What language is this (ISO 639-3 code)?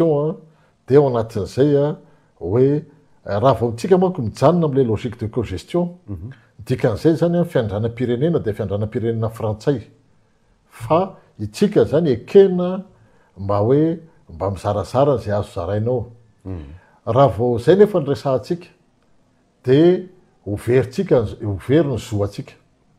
mlg